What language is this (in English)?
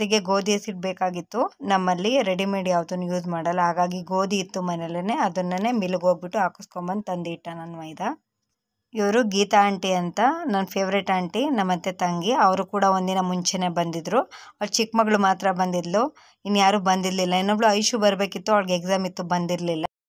Kannada